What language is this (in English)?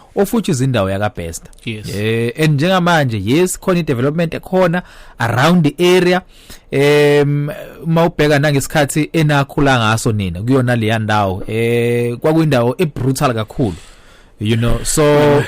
Zulu